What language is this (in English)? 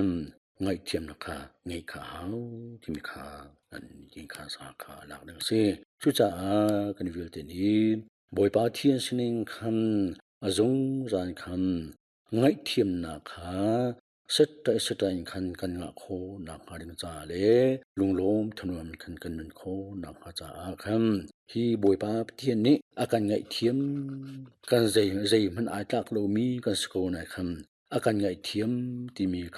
Hakha Chin